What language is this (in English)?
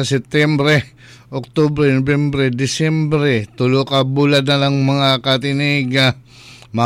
Cebuano